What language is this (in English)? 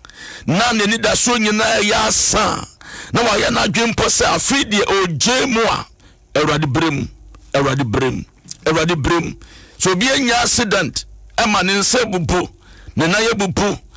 Akan